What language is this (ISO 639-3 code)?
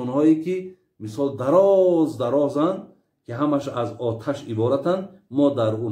tgk